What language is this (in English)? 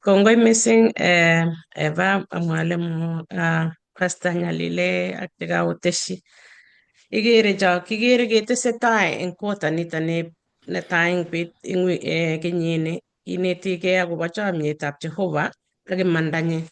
Kalenjin